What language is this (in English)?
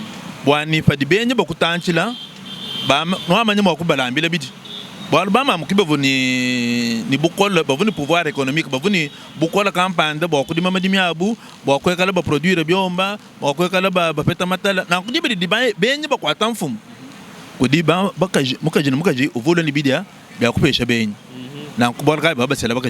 Luba-Lulua